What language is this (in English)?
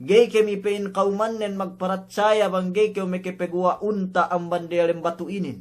Yakan